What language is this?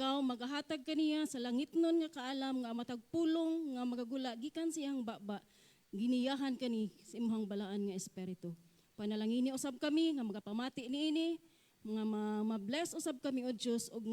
Cebuano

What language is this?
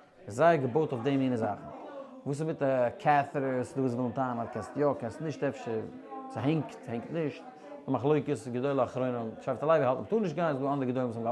Yiddish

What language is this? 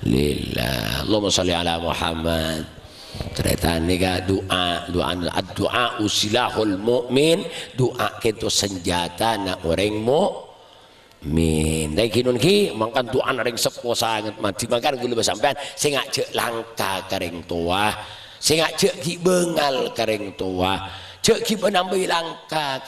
Madurese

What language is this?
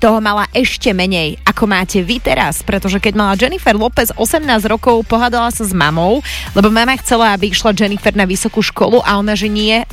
Slovak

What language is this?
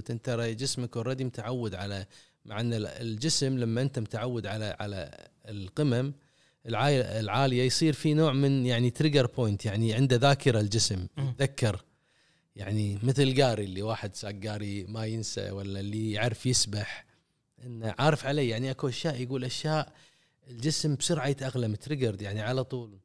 Gulf Arabic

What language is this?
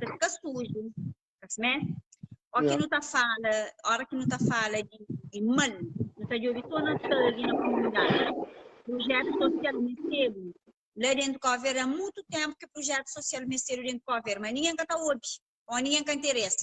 Kabuverdianu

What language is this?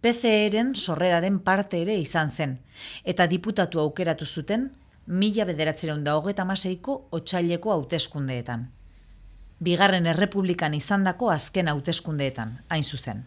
Basque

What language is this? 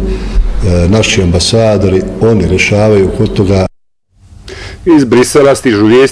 Bosnian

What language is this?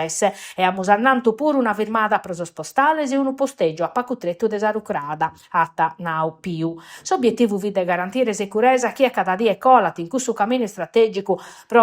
Sardinian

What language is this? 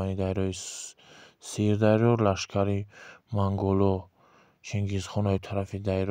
Tajik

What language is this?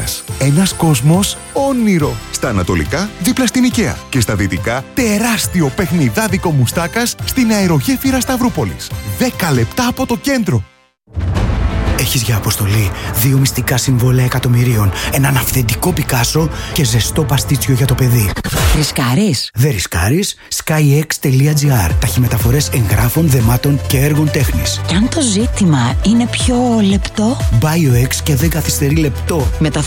Greek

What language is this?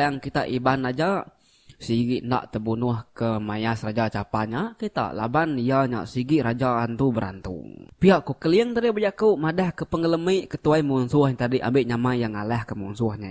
Iban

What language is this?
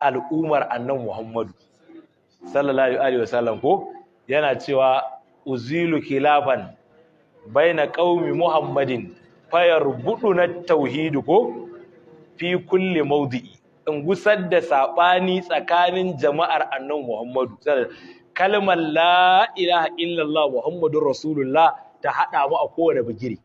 Hausa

